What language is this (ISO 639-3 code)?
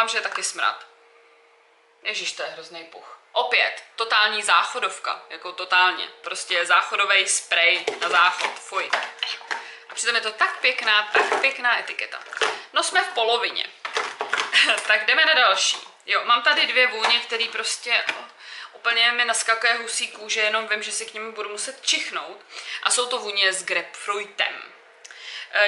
ces